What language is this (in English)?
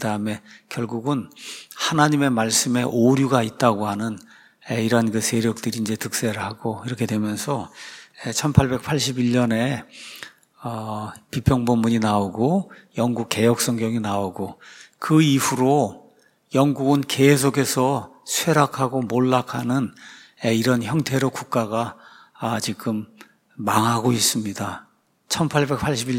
Korean